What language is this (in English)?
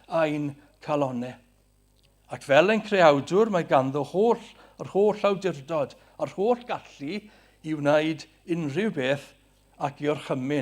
Welsh